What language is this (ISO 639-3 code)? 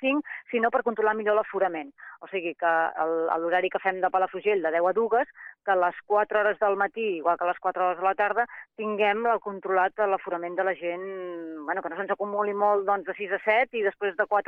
cat